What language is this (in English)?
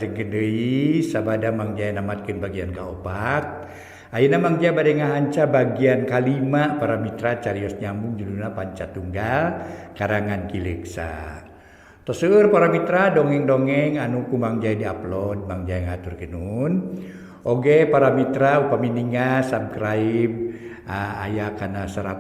Sundanese